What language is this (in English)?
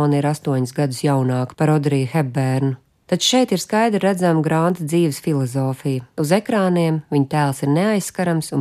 Latvian